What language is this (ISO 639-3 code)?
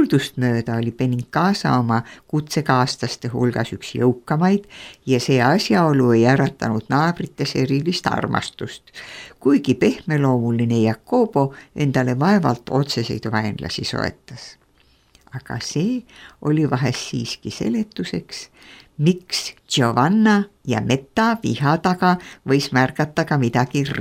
est